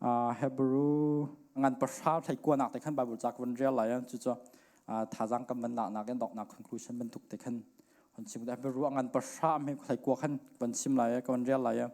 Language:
Hakha Chin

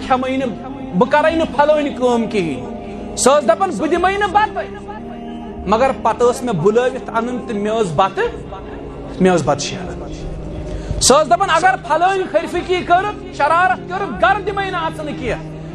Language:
Kashmiri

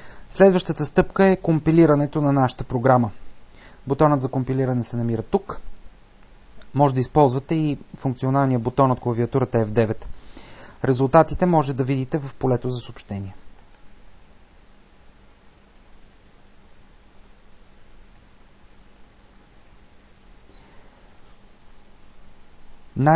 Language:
Bulgarian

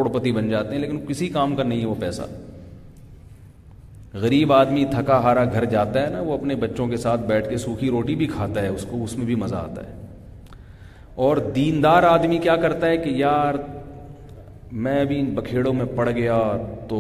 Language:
Urdu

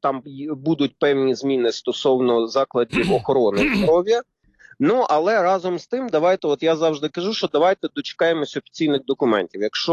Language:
Ukrainian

